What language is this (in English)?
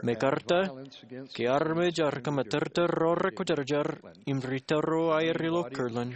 Marshallese